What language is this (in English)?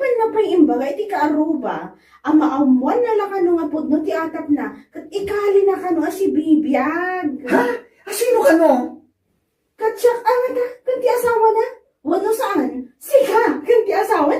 Iloko